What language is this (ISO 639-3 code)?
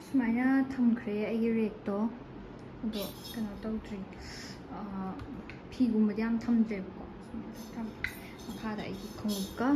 mni